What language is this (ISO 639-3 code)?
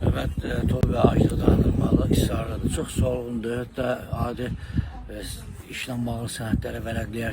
aze